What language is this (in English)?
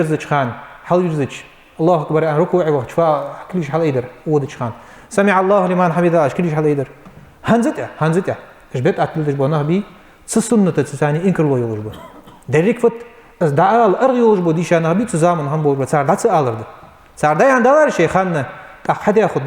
Ingush